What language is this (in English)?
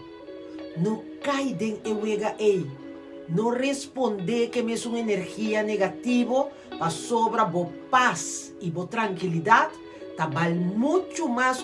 Papiamento